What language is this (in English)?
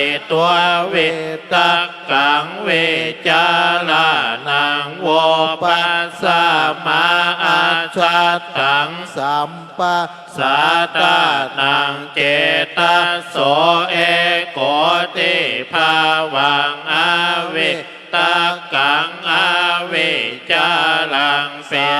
Pali